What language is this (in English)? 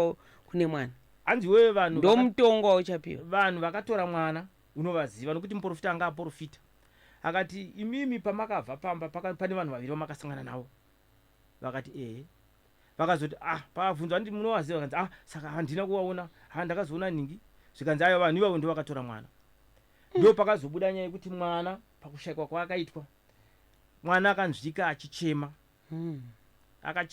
Shona